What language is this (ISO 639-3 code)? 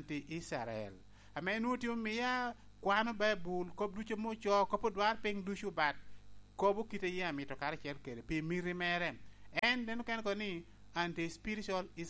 laj